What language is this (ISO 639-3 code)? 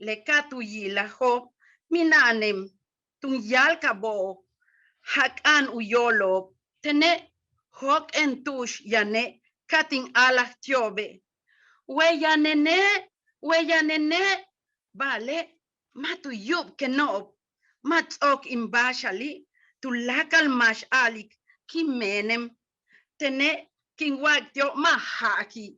yua